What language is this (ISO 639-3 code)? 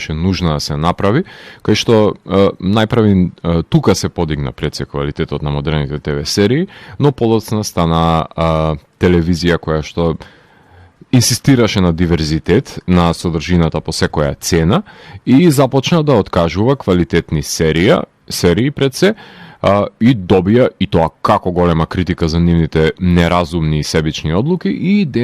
mkd